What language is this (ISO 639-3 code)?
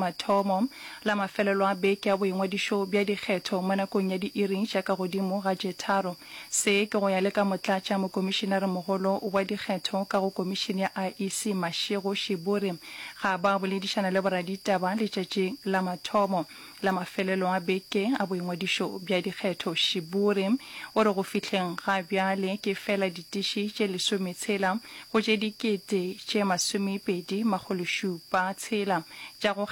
nso